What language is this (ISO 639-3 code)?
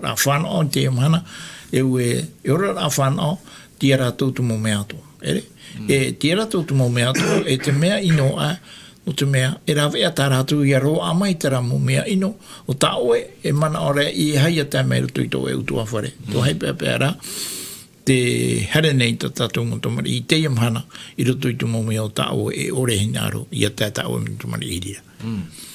tah